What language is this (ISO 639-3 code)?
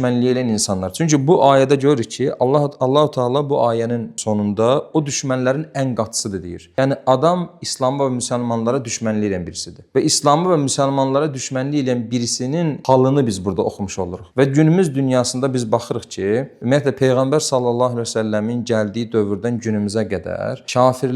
aze